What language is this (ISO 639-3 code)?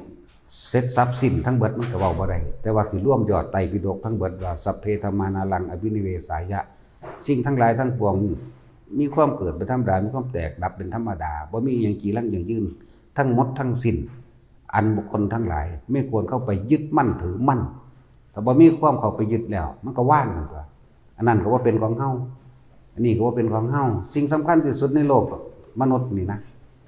tts